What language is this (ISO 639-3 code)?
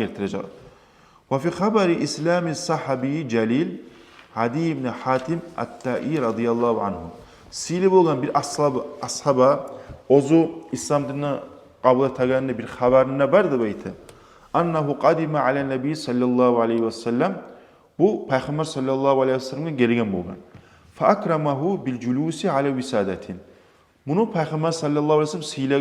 kum